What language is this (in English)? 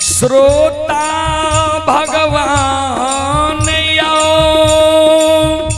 Maithili